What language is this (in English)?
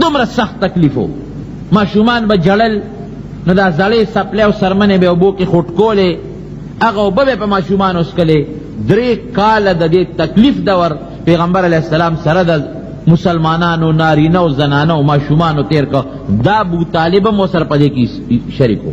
Pashto